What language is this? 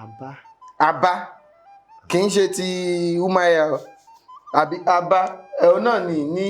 Yoruba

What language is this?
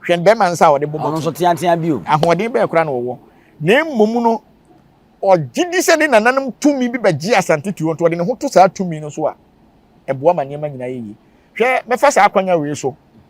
Akan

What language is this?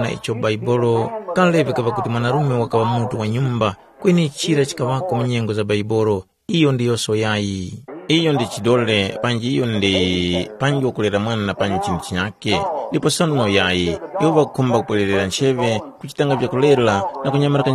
Tumbuka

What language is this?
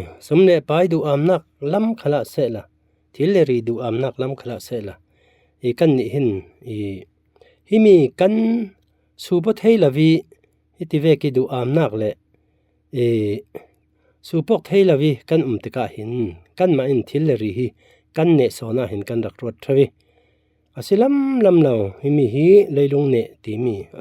Falam Chin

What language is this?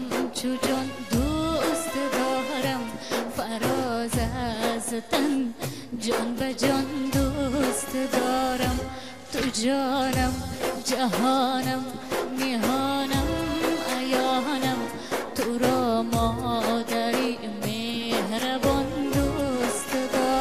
Persian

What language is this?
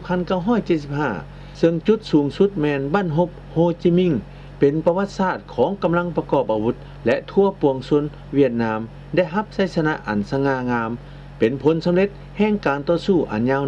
Lao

